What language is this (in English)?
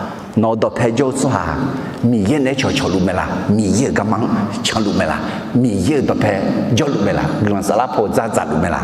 Akha